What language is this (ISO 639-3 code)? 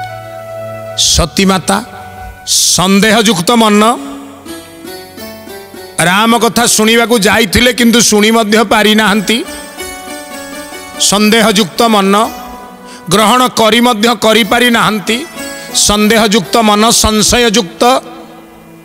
ori